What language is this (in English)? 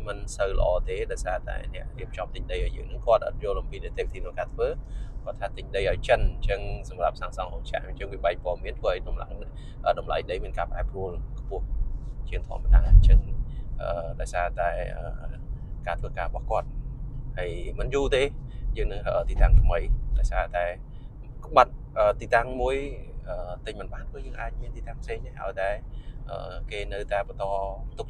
Khmer